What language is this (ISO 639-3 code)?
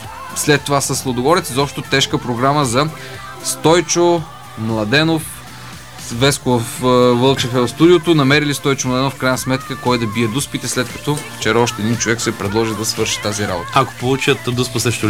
bul